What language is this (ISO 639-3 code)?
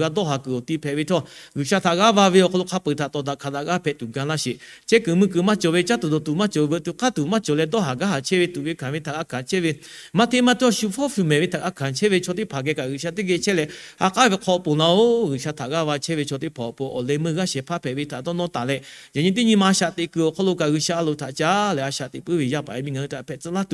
lhu